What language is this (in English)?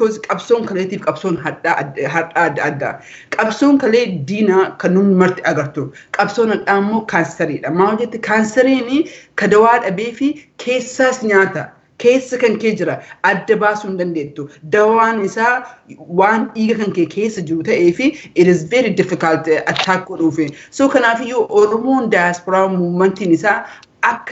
Oromo